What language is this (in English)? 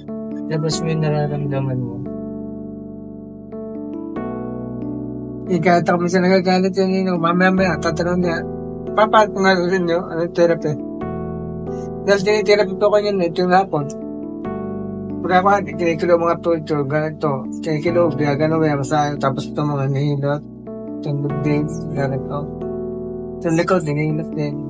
Filipino